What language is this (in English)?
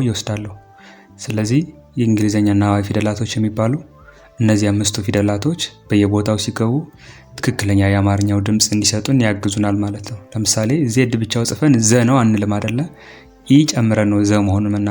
Amharic